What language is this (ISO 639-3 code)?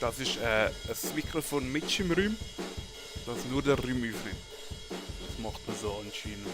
gsw